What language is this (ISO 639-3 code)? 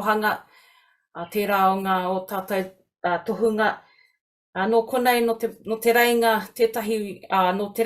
mri